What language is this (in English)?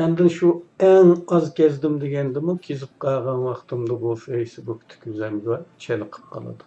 Uyghur